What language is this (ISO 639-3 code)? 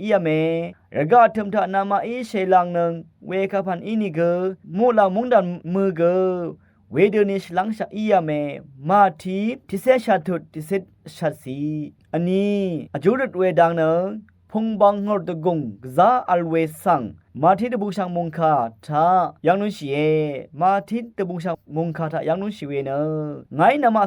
raw